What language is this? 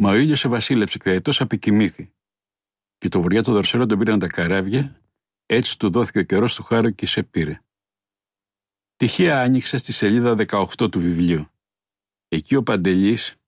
Greek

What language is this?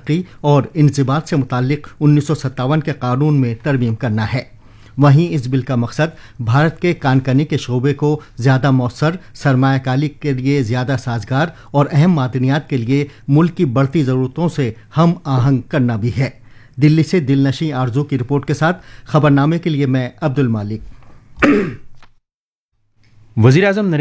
Urdu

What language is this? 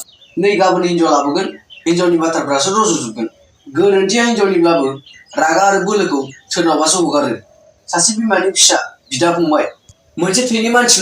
Bodo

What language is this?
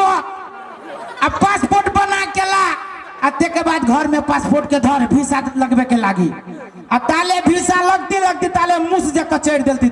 Maithili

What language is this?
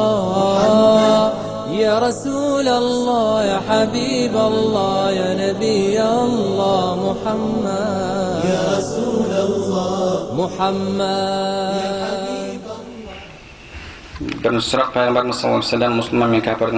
Kazakh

